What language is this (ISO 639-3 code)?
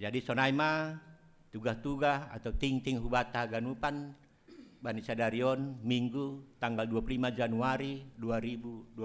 bts